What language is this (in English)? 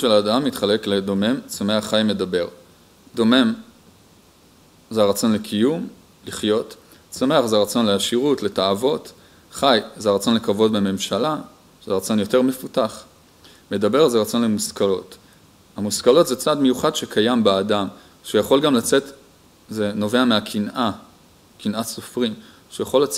Hebrew